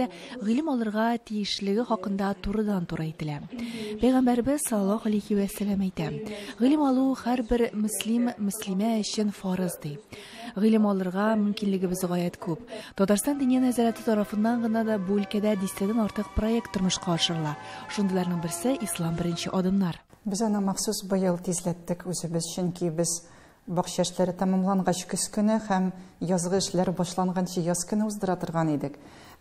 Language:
Tatar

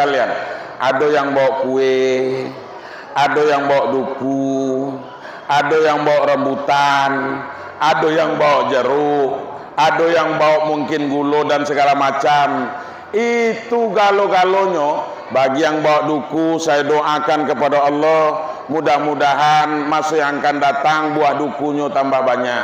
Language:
Minangkabau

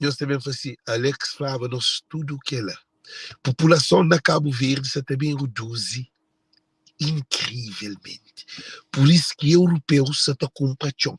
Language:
Kabuverdianu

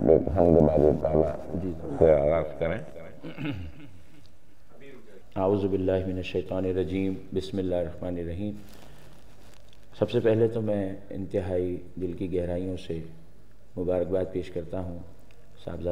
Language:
Urdu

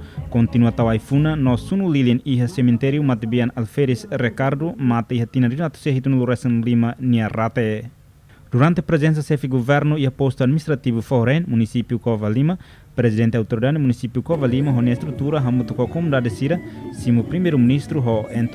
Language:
Tetum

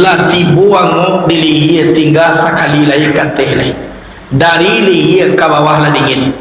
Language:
Minangkabau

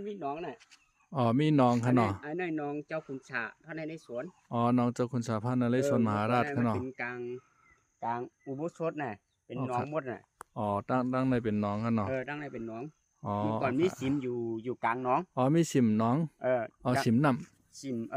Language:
Shan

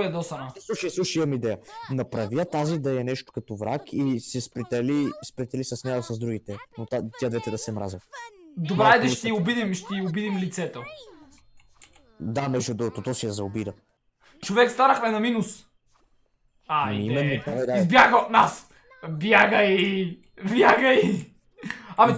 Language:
Bulgarian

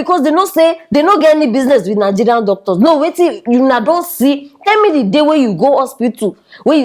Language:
Nigerian Pidgin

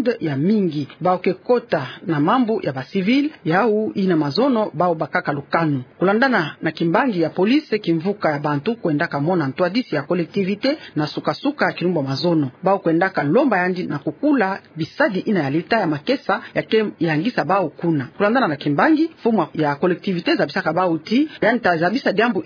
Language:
Kituba (Democratic Republic of Congo)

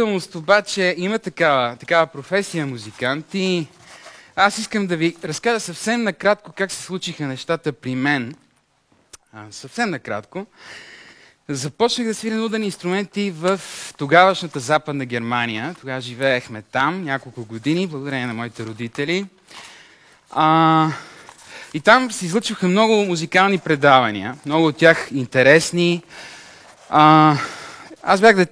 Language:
Bulgarian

